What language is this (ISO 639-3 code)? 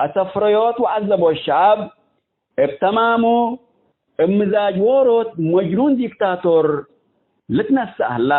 tig